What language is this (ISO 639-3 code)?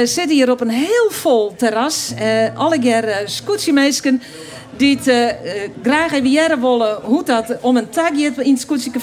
fry